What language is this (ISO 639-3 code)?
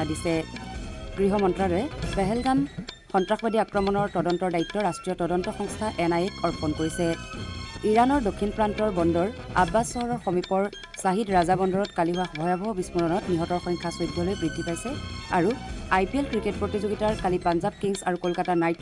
asm